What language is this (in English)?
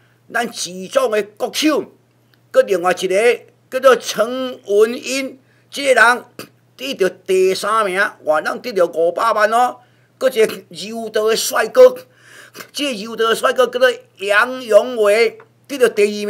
Min Nan Chinese